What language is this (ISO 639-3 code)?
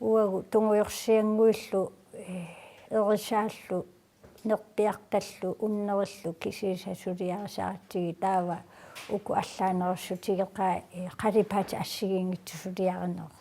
kal